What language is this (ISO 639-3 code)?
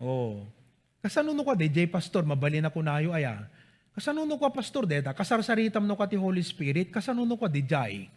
ilo